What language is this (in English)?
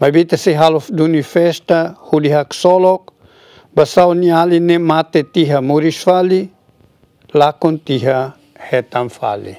Tetum